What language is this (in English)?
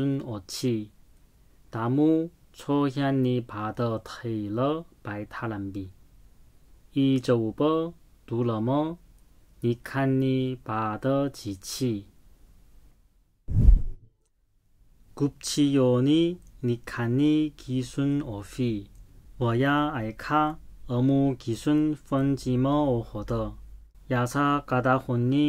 Korean